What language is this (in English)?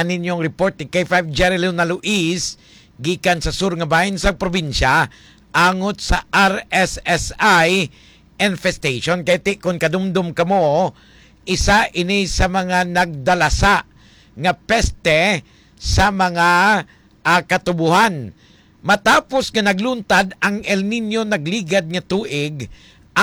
Hiligaynon